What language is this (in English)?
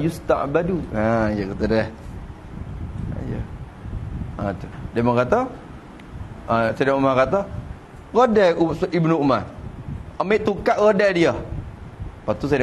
Malay